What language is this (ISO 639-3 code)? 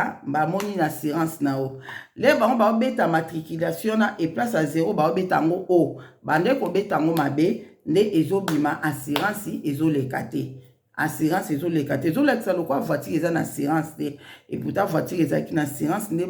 lin